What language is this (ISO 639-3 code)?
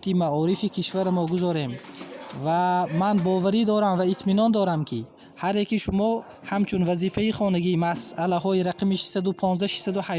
tgk